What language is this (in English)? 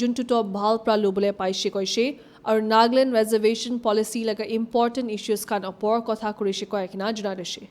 Naga Pidgin